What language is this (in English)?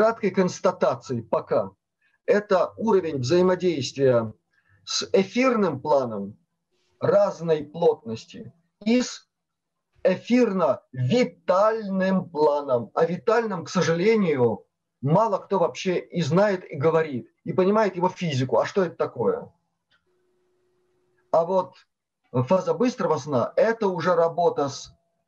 Russian